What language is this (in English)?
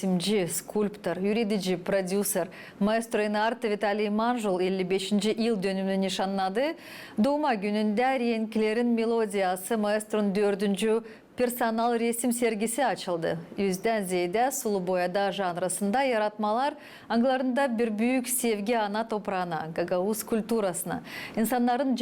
Gagauz